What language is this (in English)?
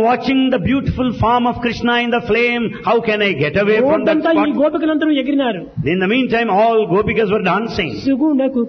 Telugu